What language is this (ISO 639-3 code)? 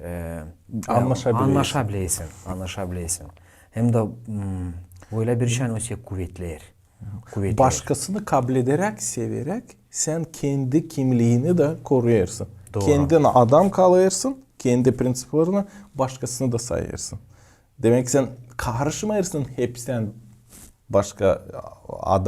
gag